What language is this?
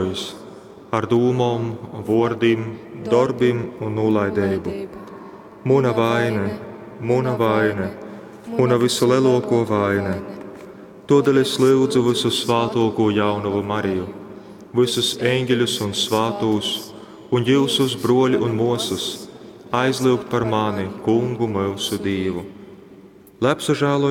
Latgalian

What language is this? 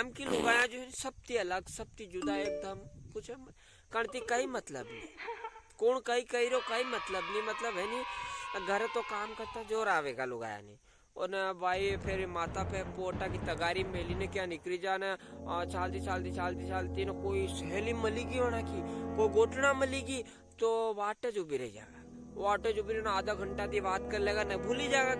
Rajasthani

